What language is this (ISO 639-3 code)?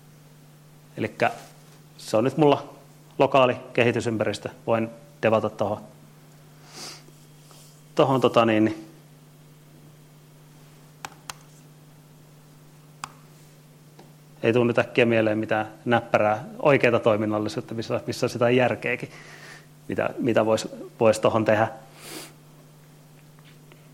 fin